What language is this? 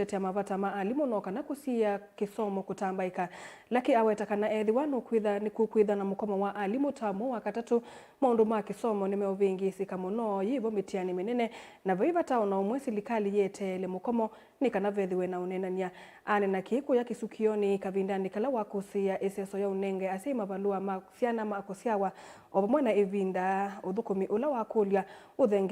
Kamba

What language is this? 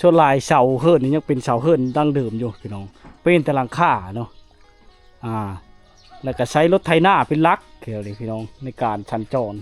Lao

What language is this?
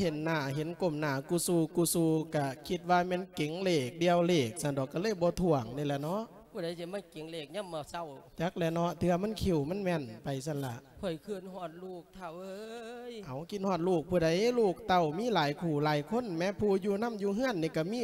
Lao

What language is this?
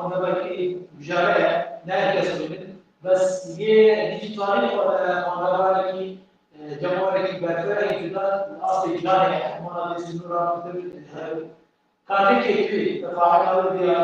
Kurdish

